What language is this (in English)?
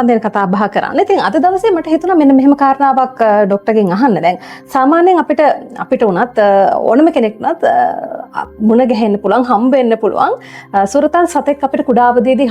Sinhala